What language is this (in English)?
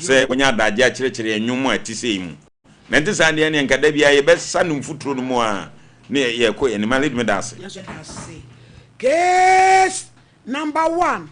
Akan